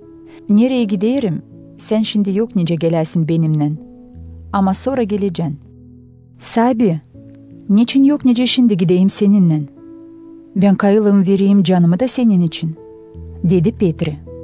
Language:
Gagauz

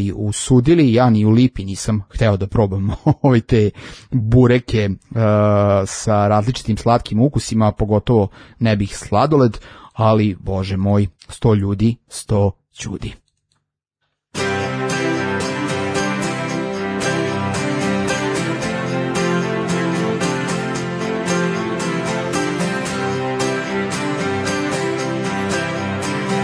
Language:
Serbian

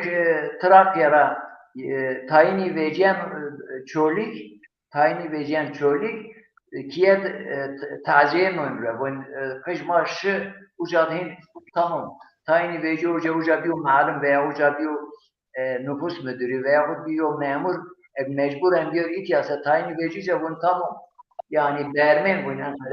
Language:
Zaza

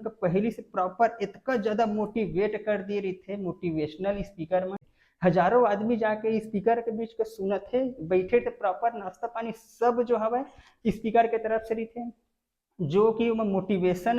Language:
Chhattisgarhi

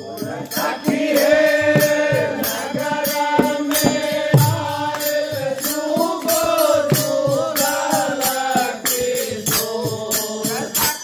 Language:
Bhojpuri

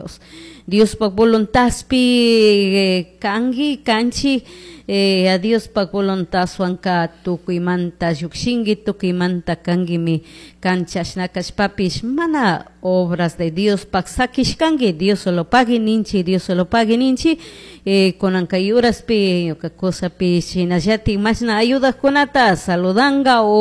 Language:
Chimborazo Highland Quichua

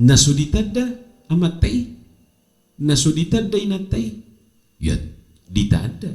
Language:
Batak Toba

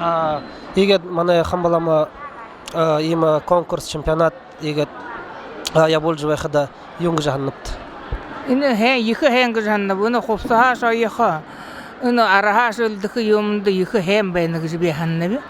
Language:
Buriat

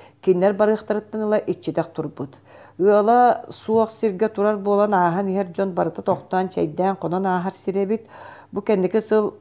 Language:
Yakut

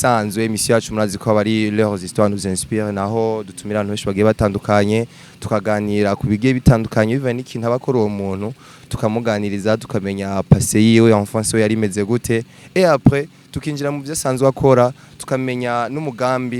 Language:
Rundi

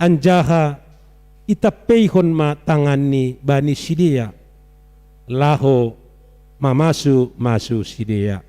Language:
Batak Simalungun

